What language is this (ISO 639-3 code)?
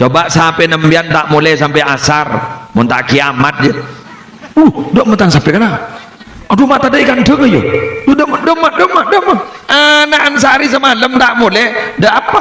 mad